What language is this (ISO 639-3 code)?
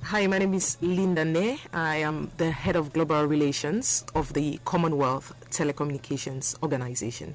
bis